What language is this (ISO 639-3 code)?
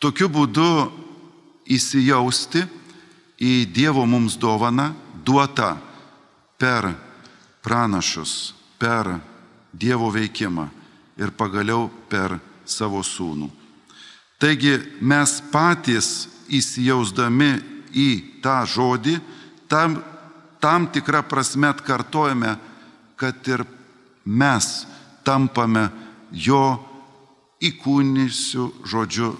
lit